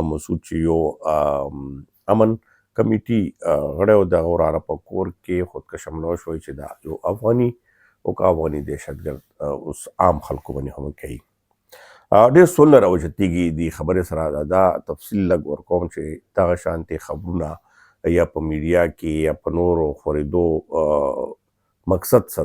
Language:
Pashto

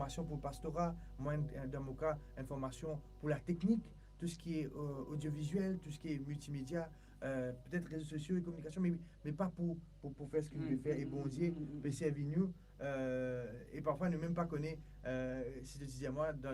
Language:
Morisyen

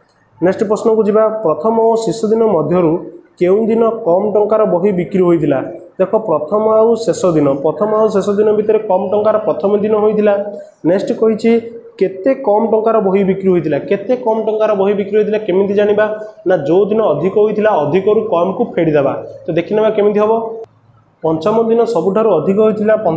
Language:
Odia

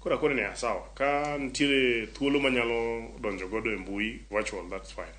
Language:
Luo (Kenya and Tanzania)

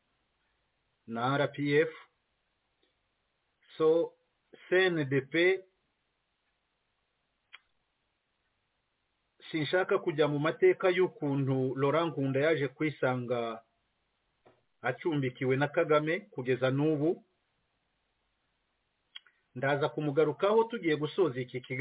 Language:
Kinyarwanda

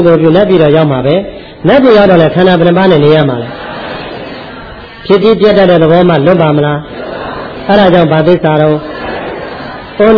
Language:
Burmese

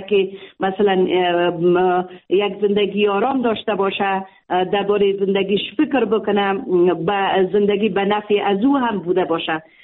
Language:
Persian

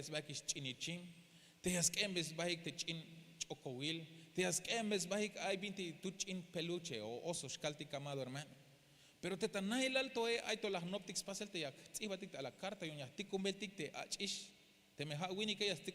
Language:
Tzeltal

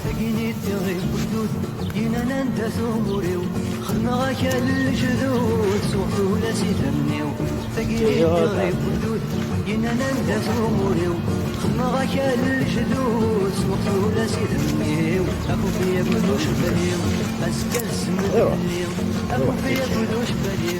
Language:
Kabyle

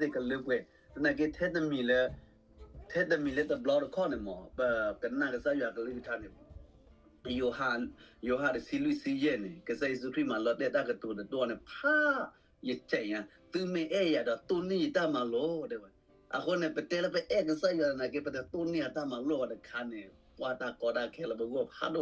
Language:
S'gaw Karen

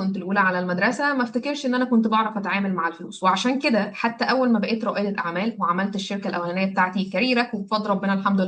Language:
Egyptian Arabic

